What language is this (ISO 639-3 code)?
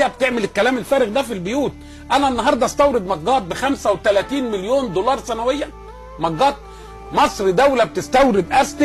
arz